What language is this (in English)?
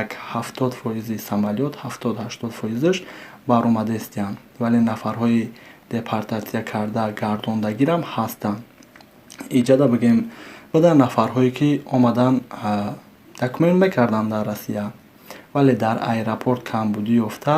Tajik